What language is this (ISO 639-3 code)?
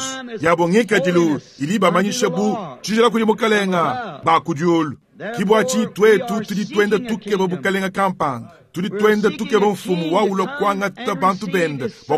lua